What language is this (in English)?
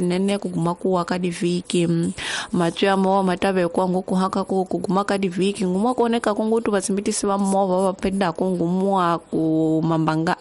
Tsonga